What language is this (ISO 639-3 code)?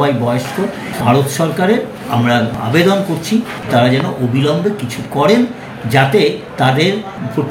ben